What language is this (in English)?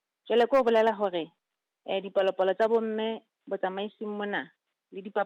Southern Sotho